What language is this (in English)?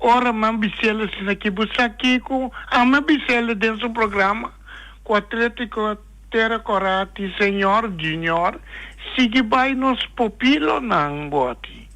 Papiamento